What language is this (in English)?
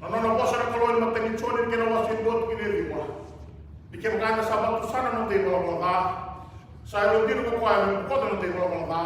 Fijian